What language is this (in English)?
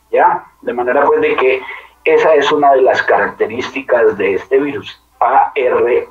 Spanish